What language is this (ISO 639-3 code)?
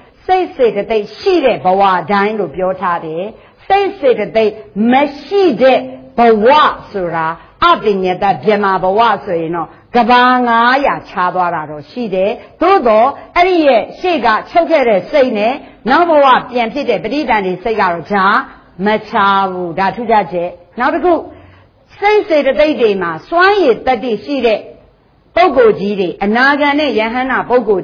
mya